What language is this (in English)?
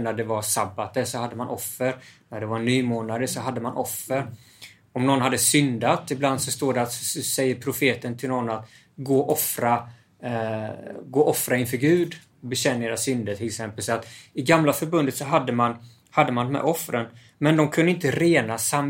Swedish